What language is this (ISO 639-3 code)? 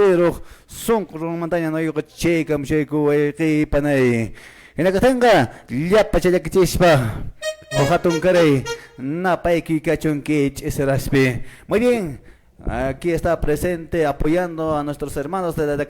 que